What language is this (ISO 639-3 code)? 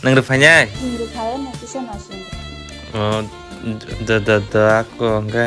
trp